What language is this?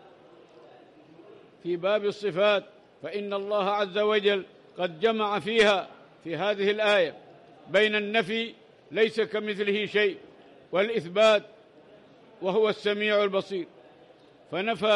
Arabic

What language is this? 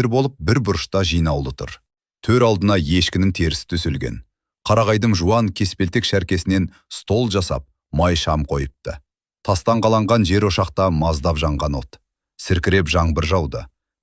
Kazakh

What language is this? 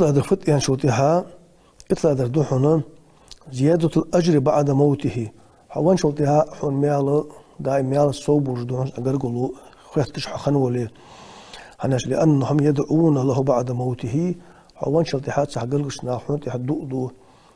Ingush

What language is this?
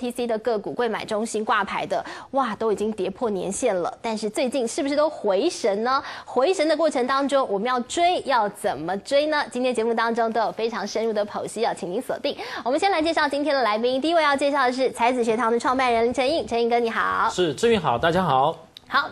Chinese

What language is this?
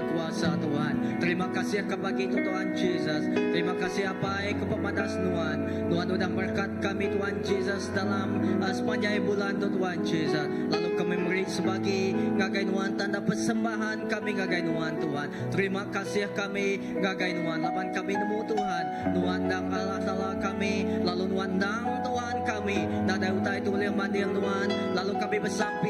Iban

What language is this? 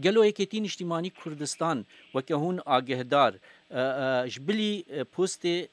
Kurdish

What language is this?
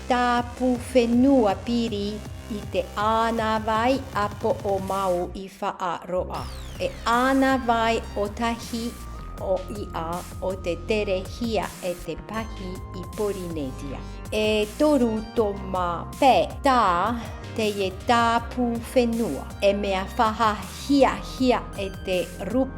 Tahitian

